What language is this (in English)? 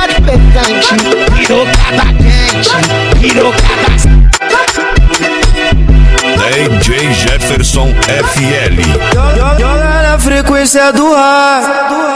Portuguese